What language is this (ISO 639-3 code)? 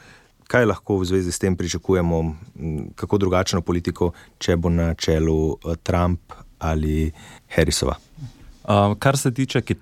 slv